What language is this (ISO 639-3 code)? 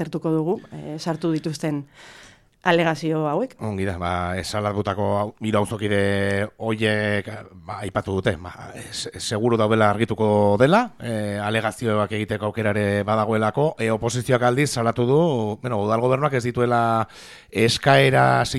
eus